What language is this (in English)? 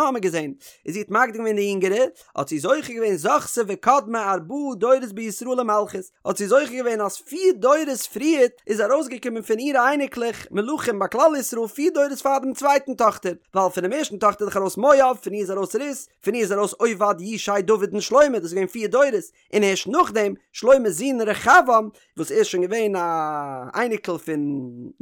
Yiddish